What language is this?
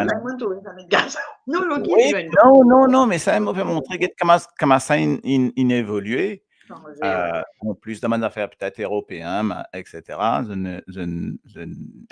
Morisyen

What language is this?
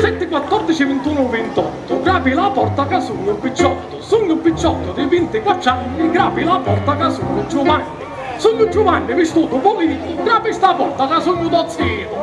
Sicilian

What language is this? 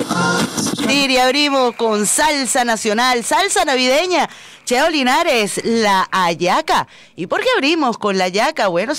Spanish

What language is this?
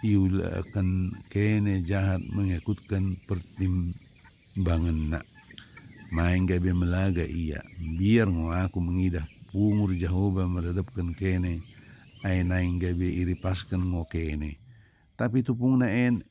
Batak Dairi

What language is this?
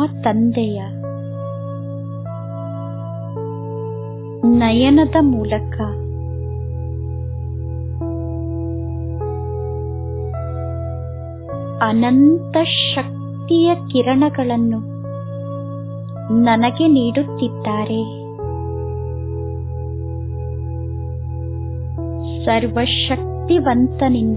Kannada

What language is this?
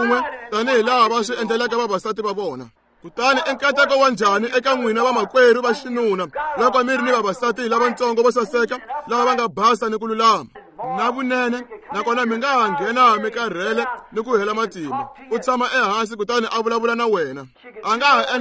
Tsonga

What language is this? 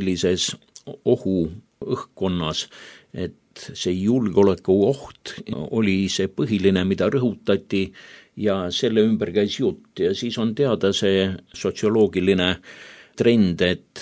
Estonian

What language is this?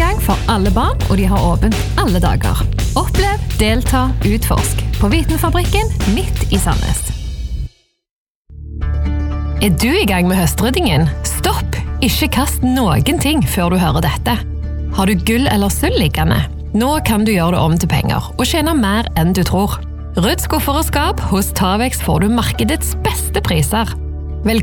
Norwegian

